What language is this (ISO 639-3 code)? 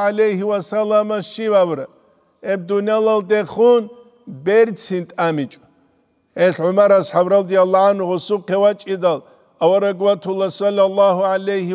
ava